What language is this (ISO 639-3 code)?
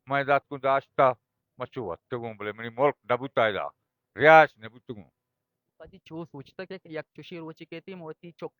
bal